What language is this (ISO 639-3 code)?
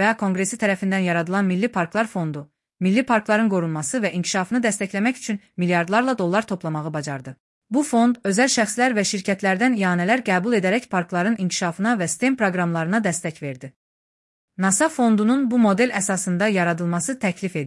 aze